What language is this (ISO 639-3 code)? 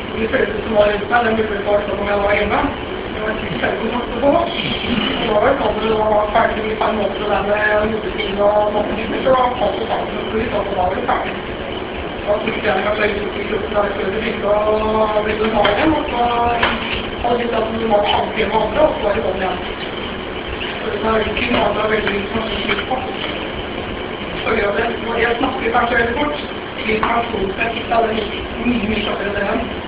nor